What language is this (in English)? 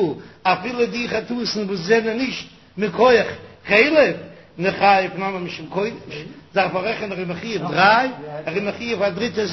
Yiddish